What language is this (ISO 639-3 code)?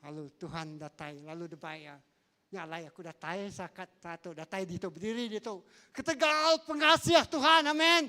iba